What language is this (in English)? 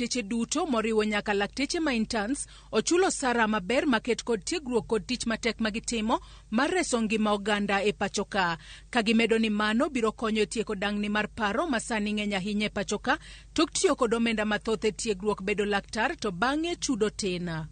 Luo (Kenya and Tanzania)